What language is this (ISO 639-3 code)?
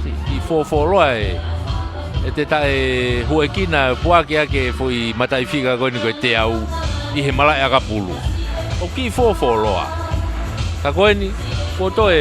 ton